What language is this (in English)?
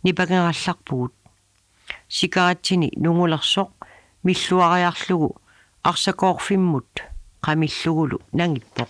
Kalaallisut